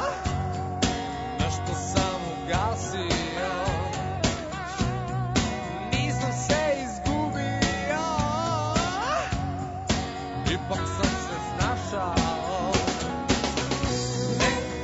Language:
Serbian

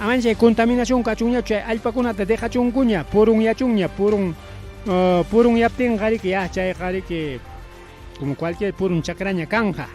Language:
Ayacucho Quechua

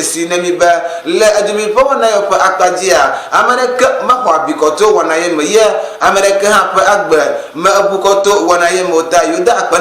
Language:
Ewe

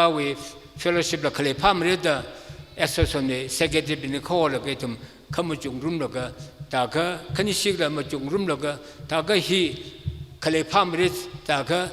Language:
Tangkhul Naga (India)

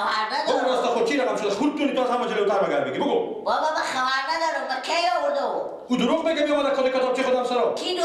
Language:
Persian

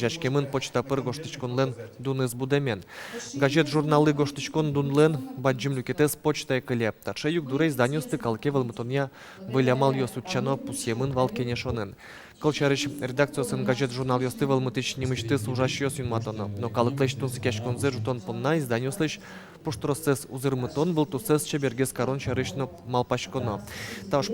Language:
Udmurt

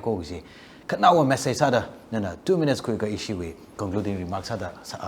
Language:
Tangkhul Naga (India)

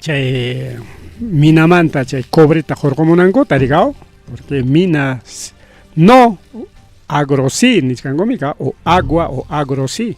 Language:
Ayacucho Quechua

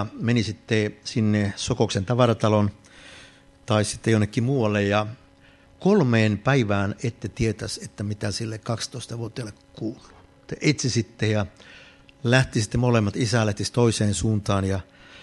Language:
Finnish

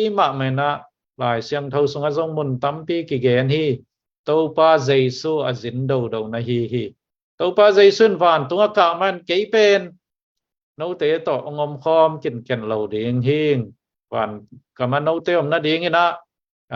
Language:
Tedim Chin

